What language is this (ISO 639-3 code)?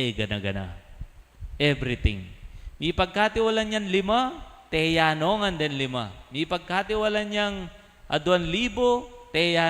pam